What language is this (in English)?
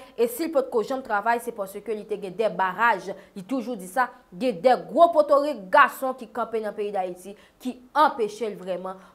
Haitian Creole